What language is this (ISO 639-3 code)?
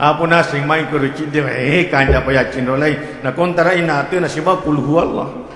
bug